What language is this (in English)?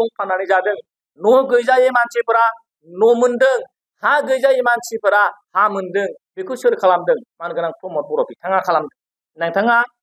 Bodo